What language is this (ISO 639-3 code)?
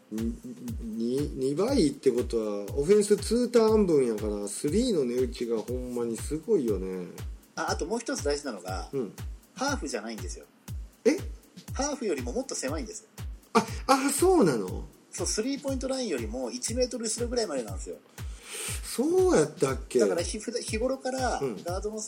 jpn